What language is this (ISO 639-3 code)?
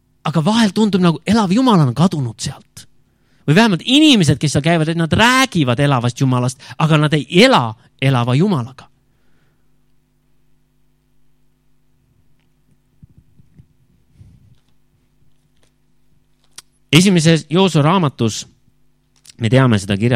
est